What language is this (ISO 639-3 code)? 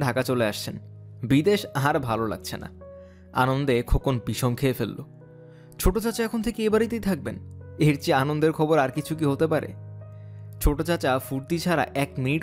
ben